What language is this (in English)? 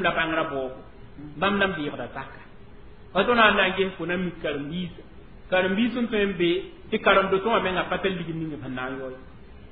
Mossi